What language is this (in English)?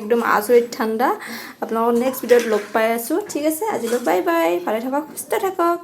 Assamese